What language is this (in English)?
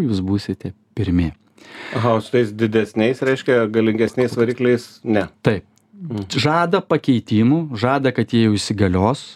Lithuanian